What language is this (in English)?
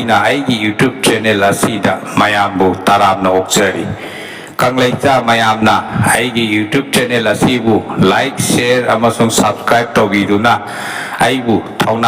Manipuri